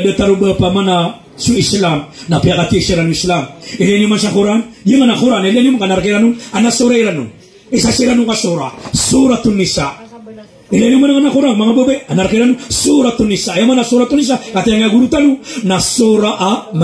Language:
Maranao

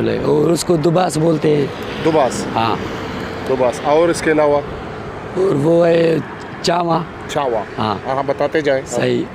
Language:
Eastern Balochi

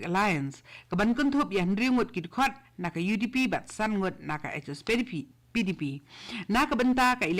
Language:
Khasi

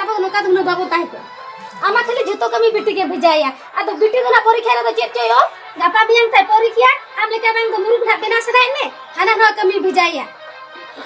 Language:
Santali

